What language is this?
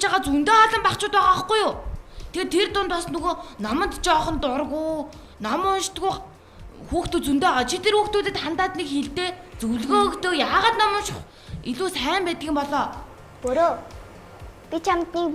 Mongolian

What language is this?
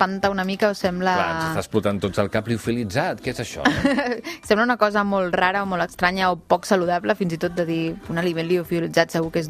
Catalan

